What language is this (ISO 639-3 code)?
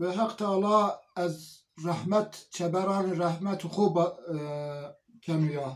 zza